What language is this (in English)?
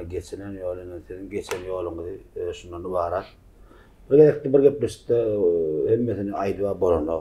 Turkmen